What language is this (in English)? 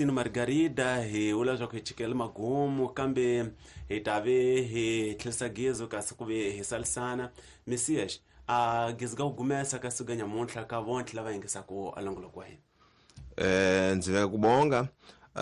Tsonga